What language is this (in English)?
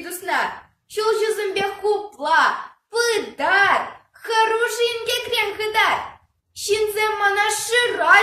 Chuvash